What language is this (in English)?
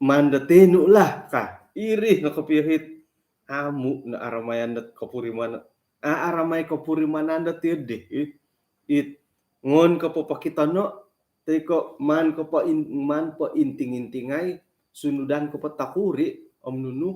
Central Dusun